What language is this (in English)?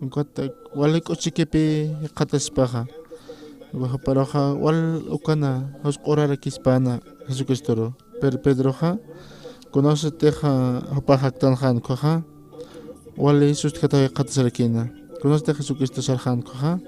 Aymara